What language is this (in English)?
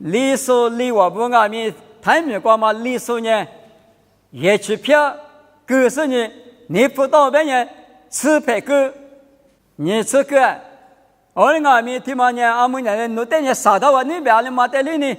Lisu